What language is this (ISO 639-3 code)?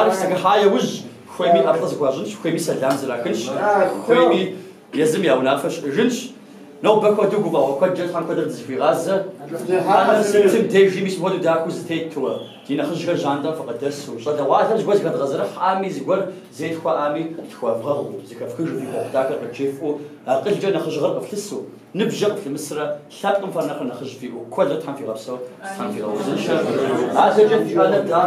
kbd